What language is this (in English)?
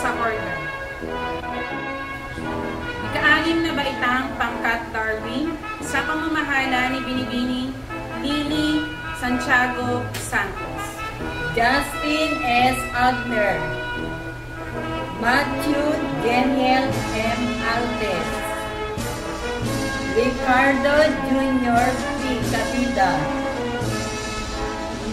Filipino